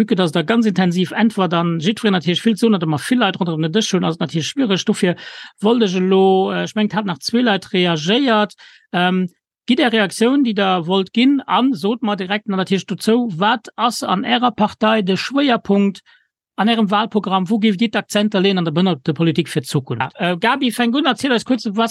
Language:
Luxembourgish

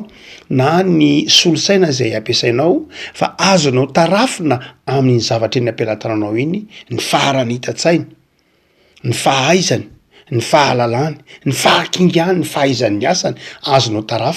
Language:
Malagasy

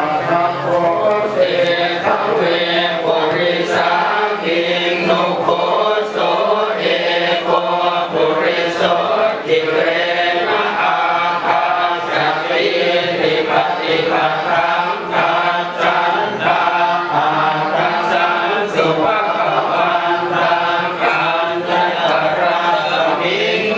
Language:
Pali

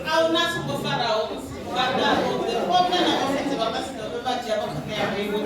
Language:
Venda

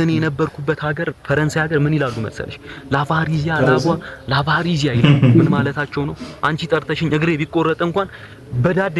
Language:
Amharic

